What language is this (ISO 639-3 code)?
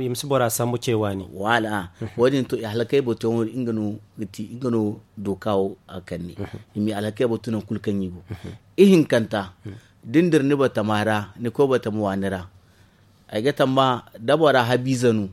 dje